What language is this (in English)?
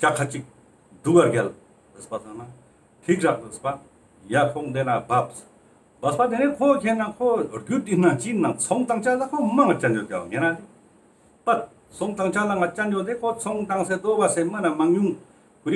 Ladakhi